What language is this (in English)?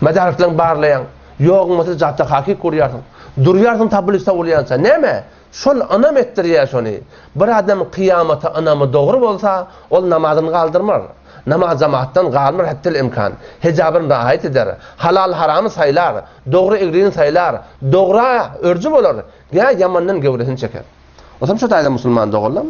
Turkmen